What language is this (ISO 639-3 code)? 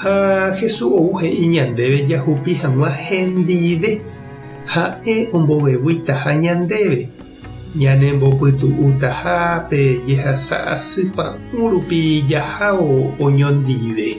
grn